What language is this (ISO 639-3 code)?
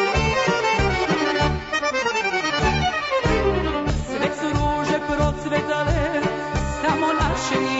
srp